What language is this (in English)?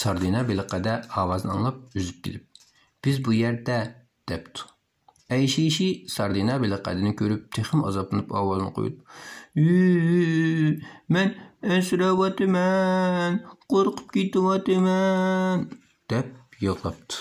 Uyghur